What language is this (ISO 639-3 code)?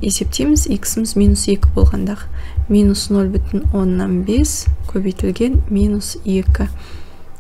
kaz